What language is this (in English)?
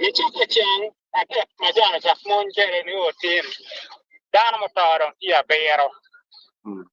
Acoli